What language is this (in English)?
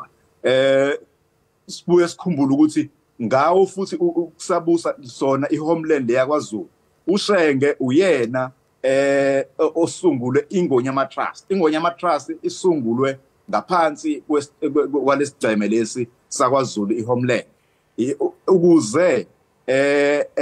Zulu